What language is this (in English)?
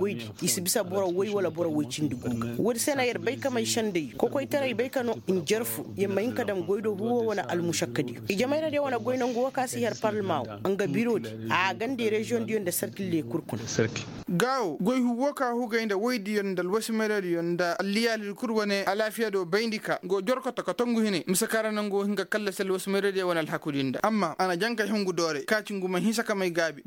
Koyraboro Senni